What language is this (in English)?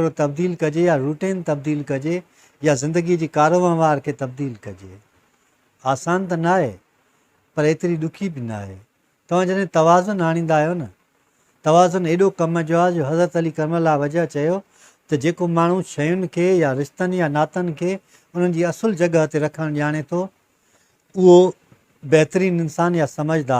Sindhi